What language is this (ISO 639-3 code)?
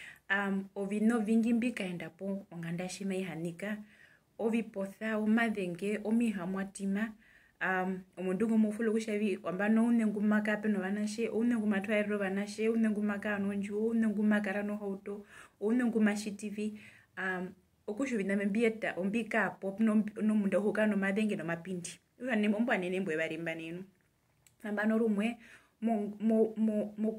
her